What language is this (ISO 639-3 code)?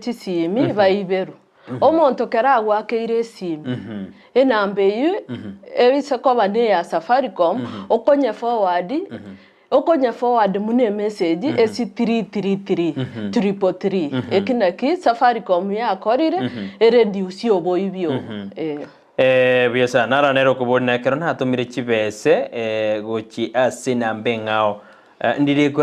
guz